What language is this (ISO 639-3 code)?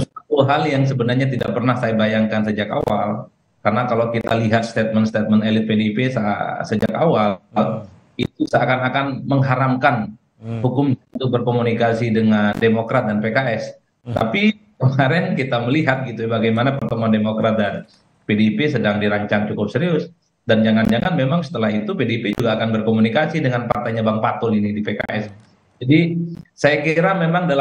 ind